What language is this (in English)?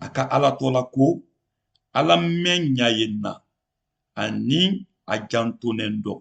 Mandingo